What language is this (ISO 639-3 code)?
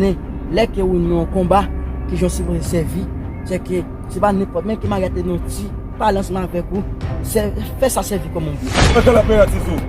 hat